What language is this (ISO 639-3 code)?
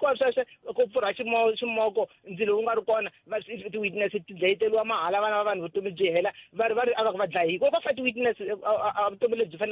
tso